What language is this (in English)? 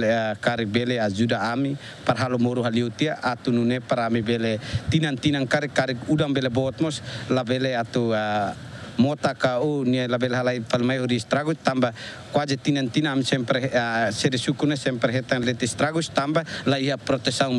Tetum